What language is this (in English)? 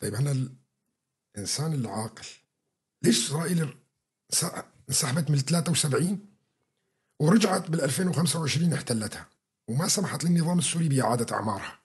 North Levantine Arabic